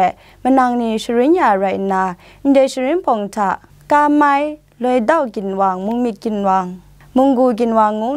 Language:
Kachin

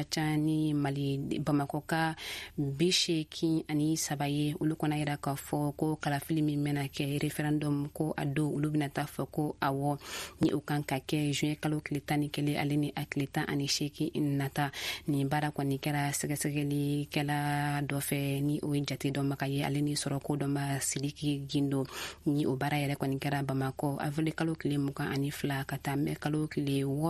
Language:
Bambara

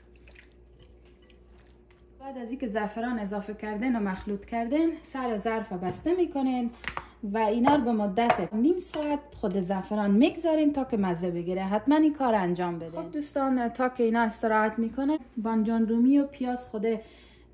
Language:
Persian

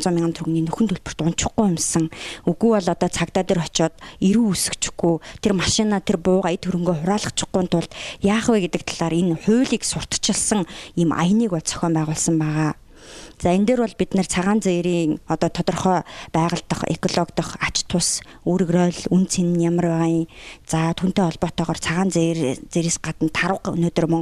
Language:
Mongolian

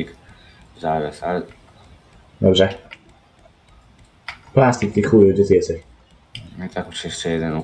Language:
Polish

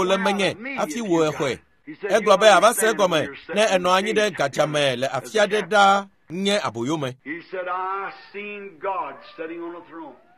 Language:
Ewe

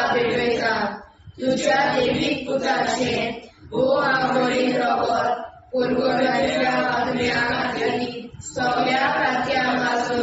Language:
Konkani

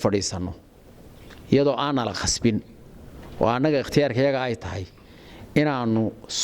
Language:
Somali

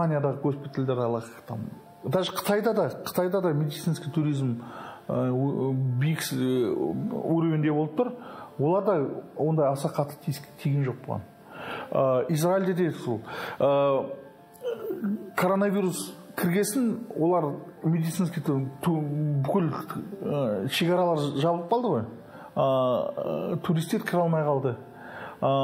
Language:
Kazakh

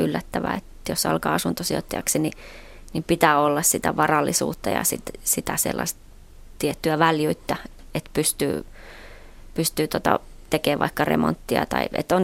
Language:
Finnish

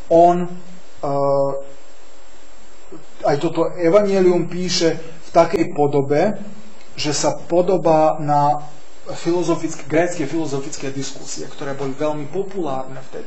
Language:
Slovak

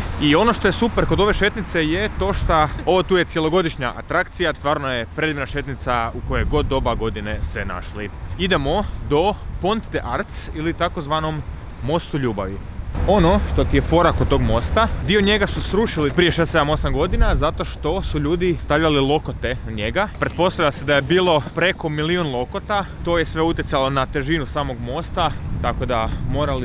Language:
Croatian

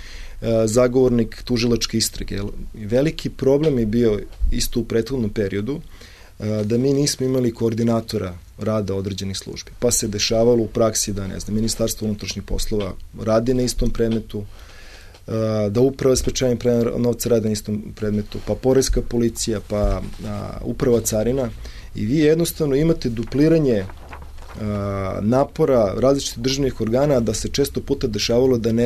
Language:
Serbian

